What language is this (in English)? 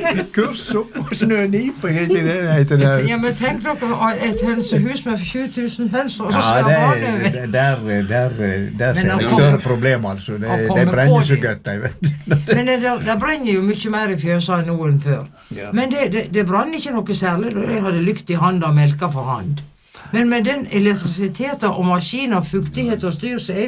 Norwegian